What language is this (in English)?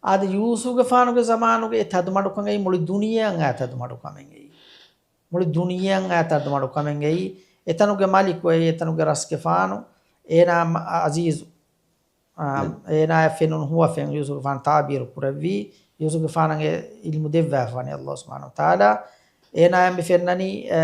Divehi